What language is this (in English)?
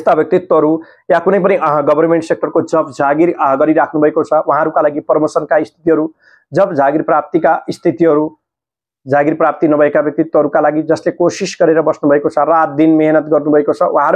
Nepali